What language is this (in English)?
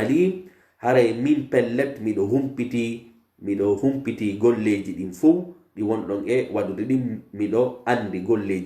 Pular